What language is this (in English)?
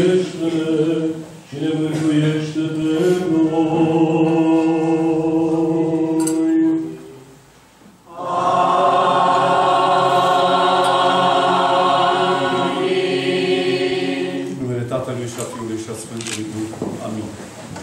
Romanian